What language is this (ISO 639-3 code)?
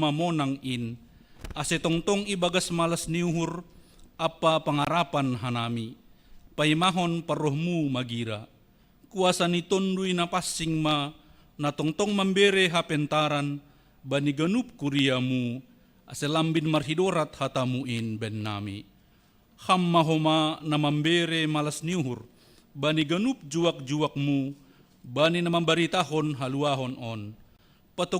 bts